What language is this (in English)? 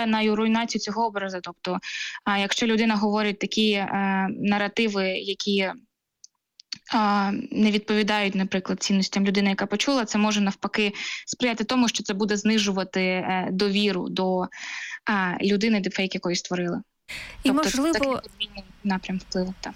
Ukrainian